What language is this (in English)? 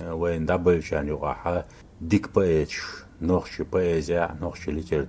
Chechen